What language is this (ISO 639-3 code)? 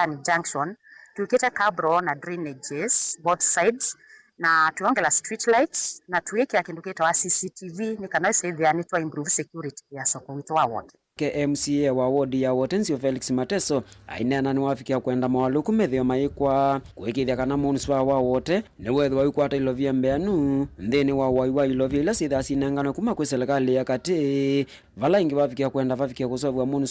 kam